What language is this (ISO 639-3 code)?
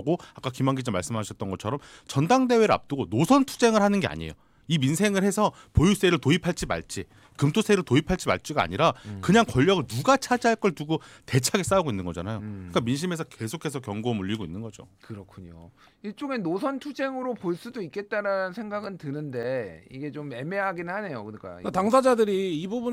kor